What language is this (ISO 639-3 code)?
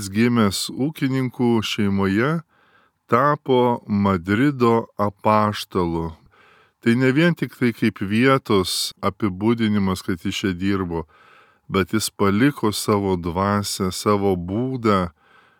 lit